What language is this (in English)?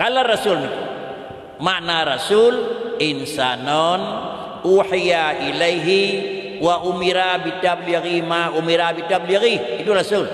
Achinese